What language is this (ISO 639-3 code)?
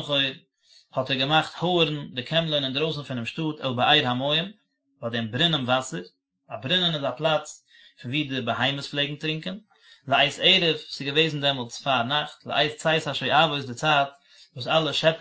yid